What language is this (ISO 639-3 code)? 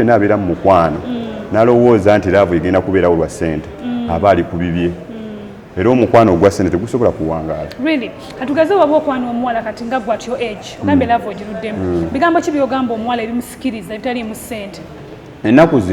lug